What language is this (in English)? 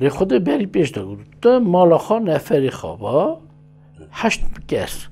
Kurdish